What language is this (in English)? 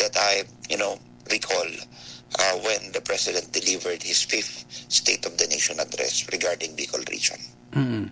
Bikol